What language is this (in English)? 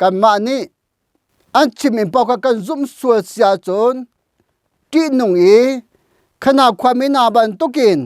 Hakha Chin